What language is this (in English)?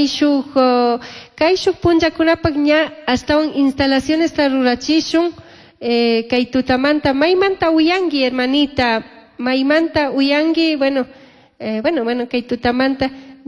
Chimborazo Highland Quichua